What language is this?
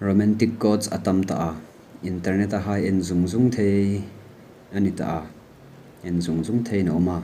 Hmar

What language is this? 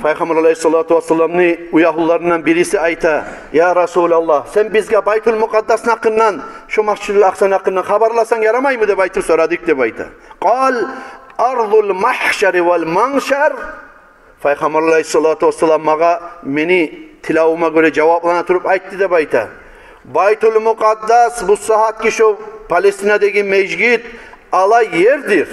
Kumyk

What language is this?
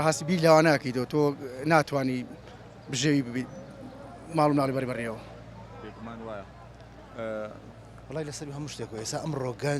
Central Kurdish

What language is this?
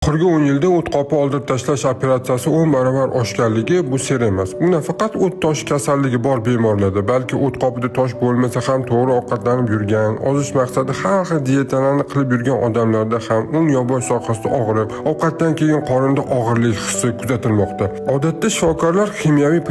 Uzbek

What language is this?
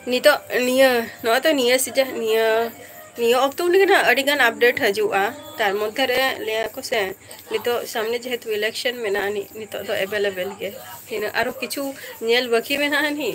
Santali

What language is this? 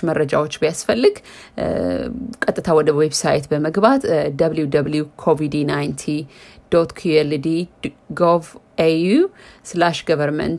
Amharic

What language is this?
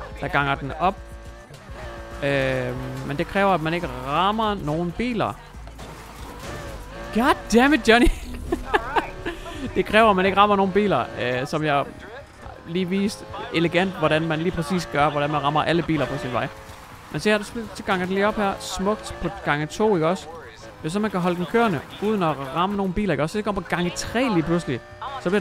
Danish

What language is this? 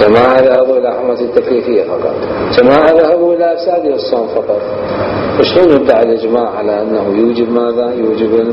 Mesopotamian Arabic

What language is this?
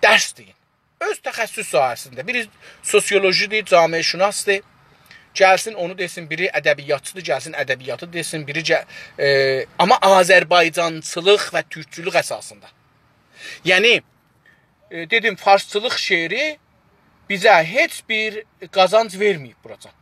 South Azerbaijani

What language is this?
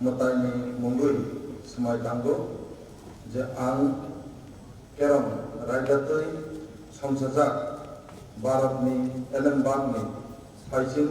Kok Borok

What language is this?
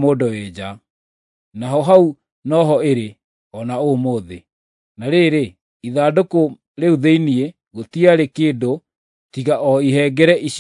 Kikuyu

